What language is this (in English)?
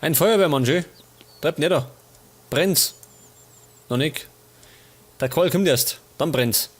Bavarian